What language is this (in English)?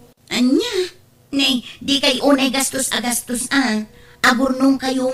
Iloko